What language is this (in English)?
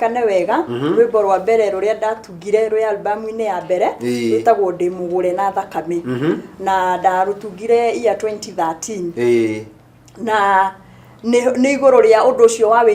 Kikuyu